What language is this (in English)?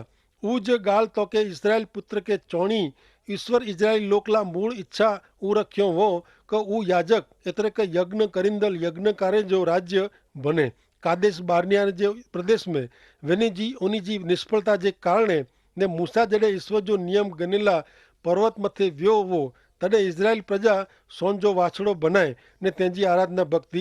Kachhi